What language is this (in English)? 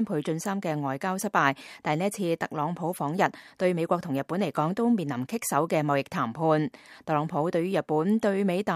Cantonese